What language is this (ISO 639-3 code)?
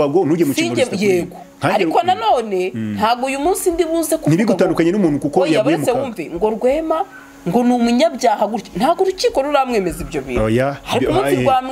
kin